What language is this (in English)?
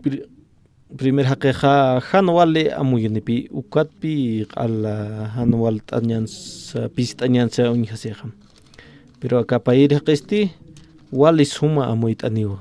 Aymara